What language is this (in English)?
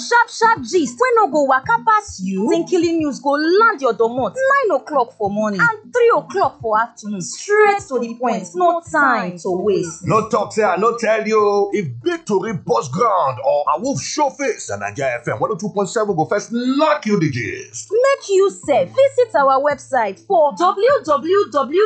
Nigerian Pidgin